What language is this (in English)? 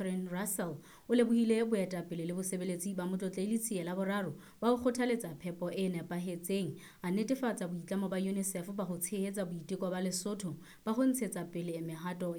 Southern Sotho